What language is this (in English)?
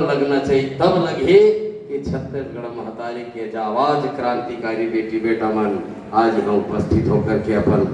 Chhattisgarhi